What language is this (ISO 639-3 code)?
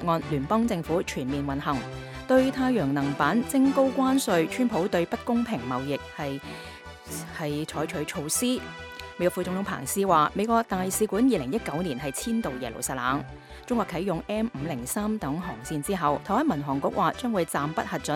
yue